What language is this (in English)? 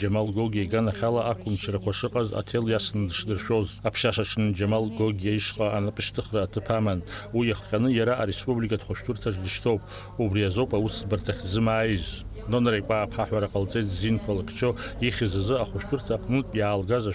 Abkhazian